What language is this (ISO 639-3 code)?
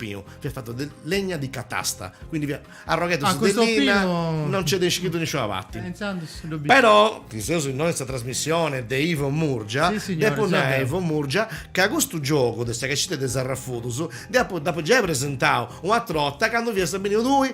srd